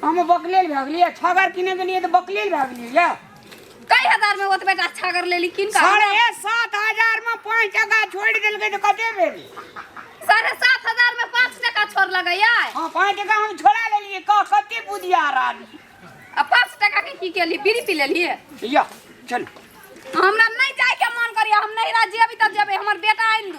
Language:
Maithili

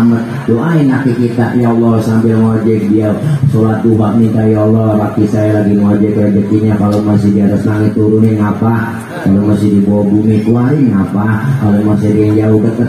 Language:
Betawi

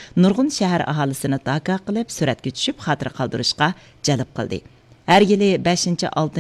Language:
Uyghur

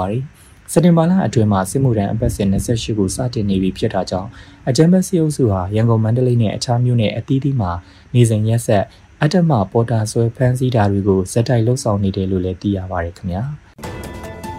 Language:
Burmese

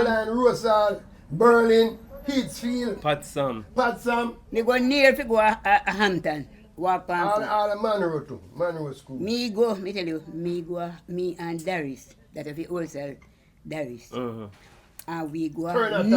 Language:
Jamaican Creole English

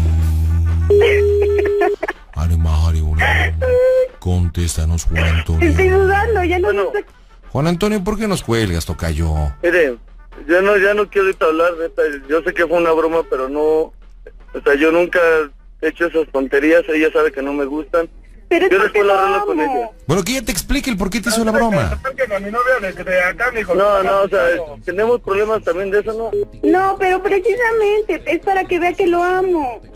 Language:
Spanish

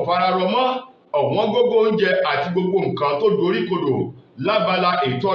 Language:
Yoruba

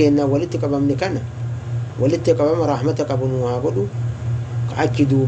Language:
Oromo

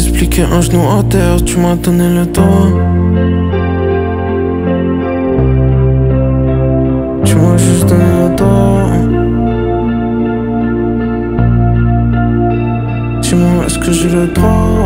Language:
French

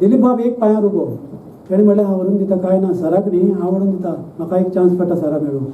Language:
Konkani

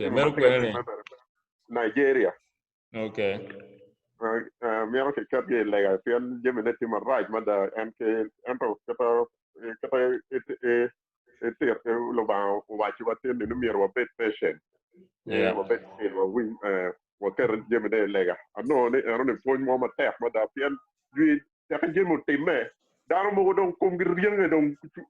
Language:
Acoli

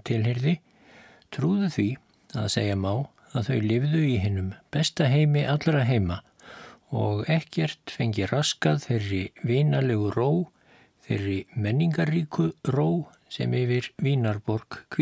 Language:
Icelandic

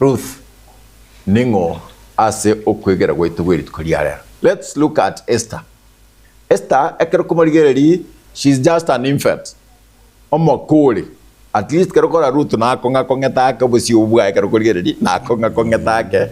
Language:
Gusii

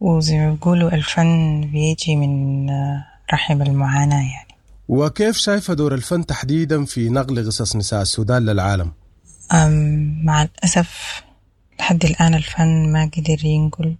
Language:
Sudanese Arabic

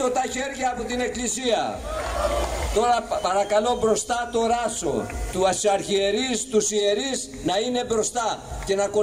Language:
Greek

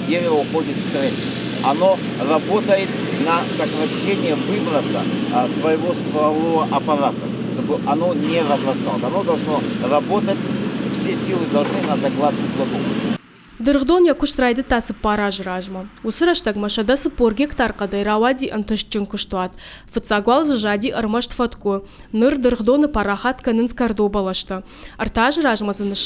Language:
Ossetic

